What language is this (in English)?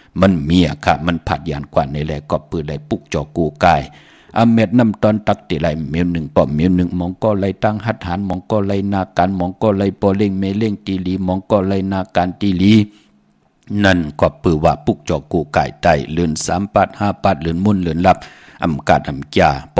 Shan